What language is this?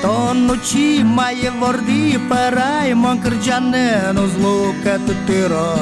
Udmurt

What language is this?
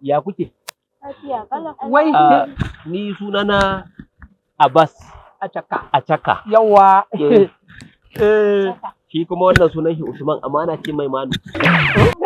Hausa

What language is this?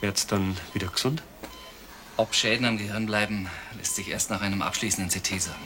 Bavarian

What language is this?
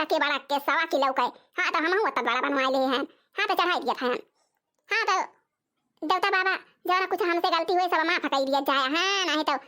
Awadhi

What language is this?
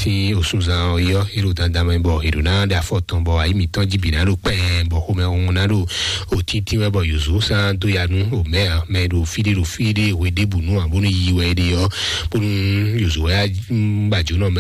Fon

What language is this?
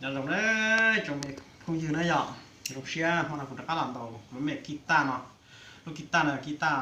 Hmong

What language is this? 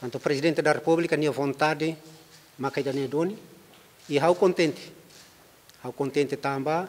Tetum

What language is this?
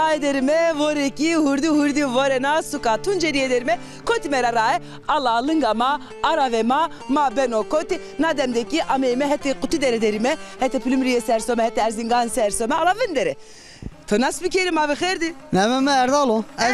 Zaza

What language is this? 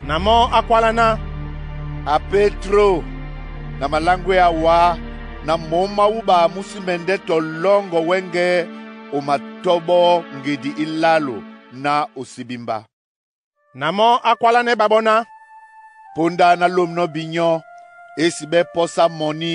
Duala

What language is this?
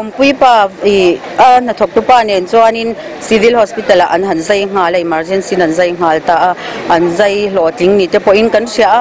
Mizo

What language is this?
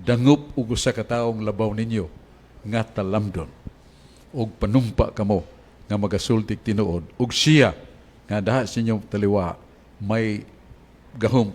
Cebuano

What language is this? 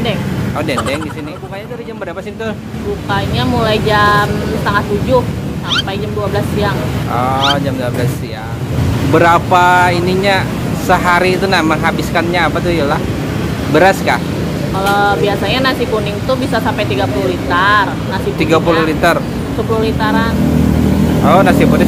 Banjar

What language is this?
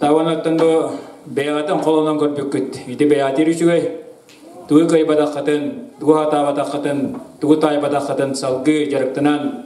Yakut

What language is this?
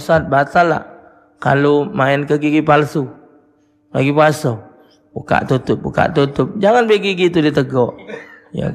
Musi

